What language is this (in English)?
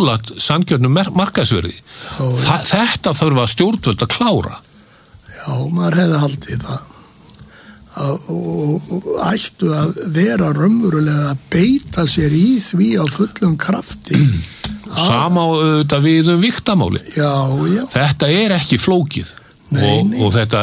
Icelandic